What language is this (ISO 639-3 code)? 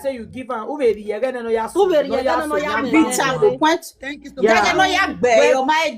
pcm